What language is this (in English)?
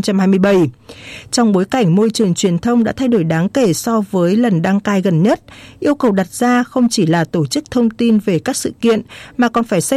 Vietnamese